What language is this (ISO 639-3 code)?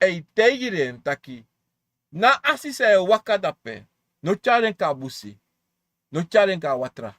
srn